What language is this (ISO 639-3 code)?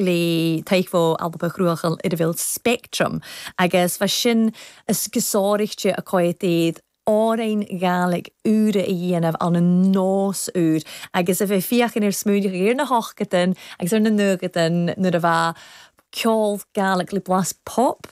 gle